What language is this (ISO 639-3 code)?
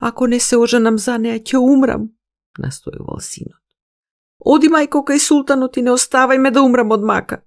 mkd